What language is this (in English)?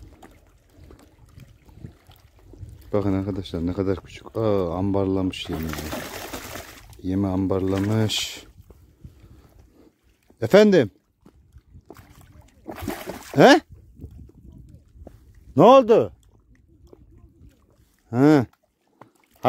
Turkish